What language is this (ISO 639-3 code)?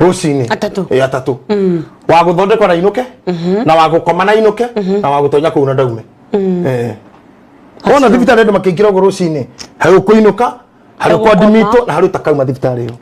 kik